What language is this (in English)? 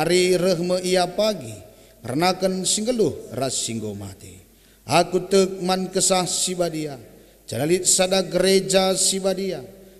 Batak Karo